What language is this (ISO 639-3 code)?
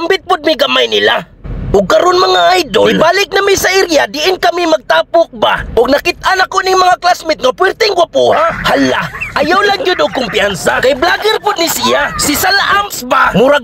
ceb